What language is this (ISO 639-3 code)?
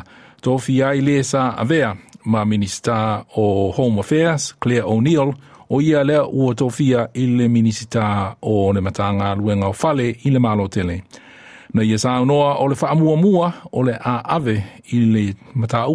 smo